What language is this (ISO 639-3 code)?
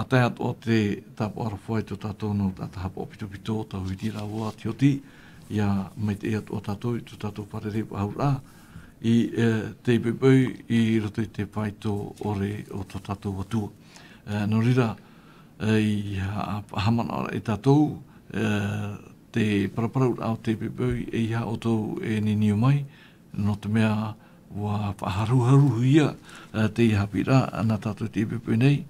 tah